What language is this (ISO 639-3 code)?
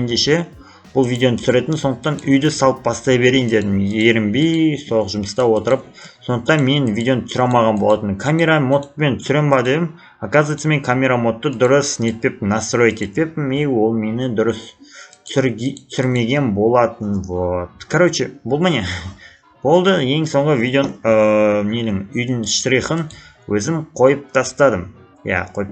kaz